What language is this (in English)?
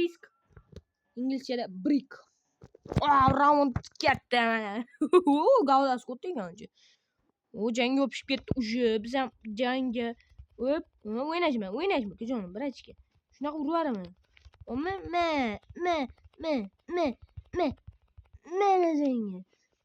Uzbek